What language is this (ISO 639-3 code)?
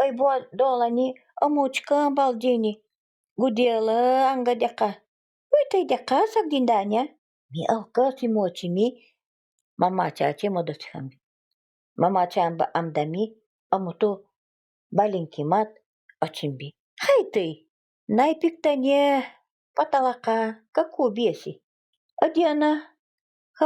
gld